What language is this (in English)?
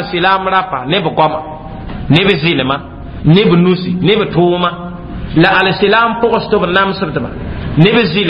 Mossi